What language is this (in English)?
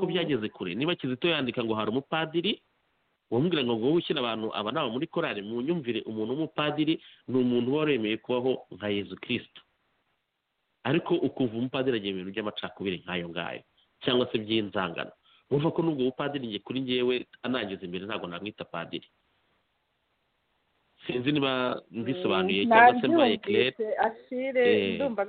Kinyarwanda